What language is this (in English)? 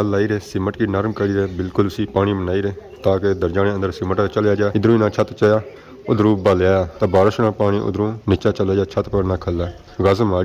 Pahari-Potwari